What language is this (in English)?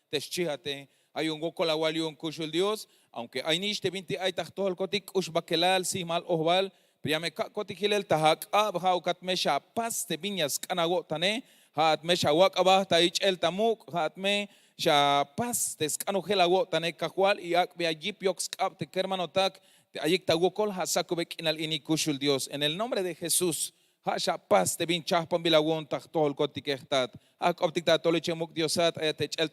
Tzeltal